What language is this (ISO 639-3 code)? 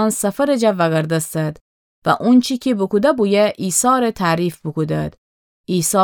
glk